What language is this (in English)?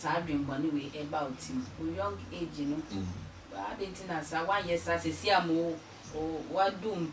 Akan